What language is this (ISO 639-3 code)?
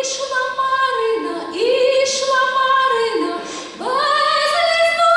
rue